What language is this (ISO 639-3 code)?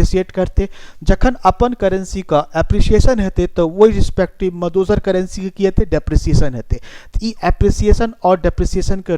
mai